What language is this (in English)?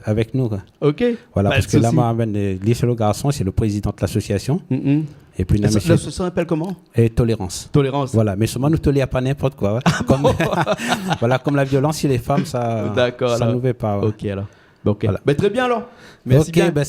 Réunion Creole French